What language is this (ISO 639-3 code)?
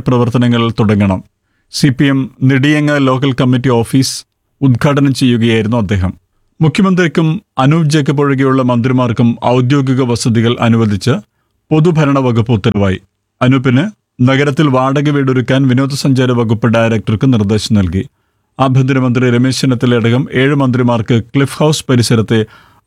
mal